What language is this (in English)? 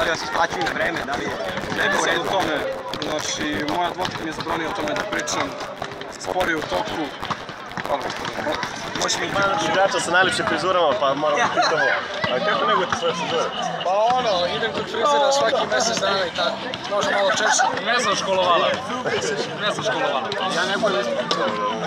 Serbian